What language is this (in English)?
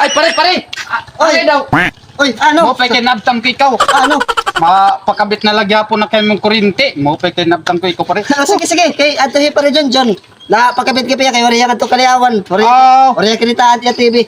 Waray